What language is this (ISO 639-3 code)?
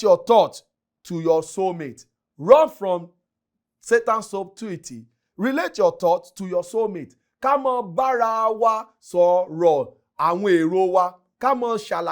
yor